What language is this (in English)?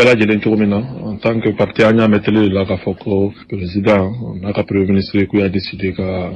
Bambara